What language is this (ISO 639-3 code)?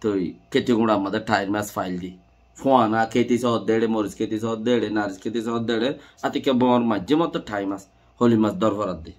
rhg